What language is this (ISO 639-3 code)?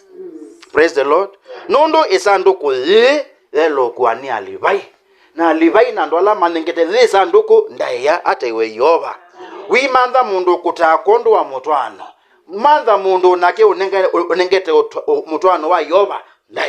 kam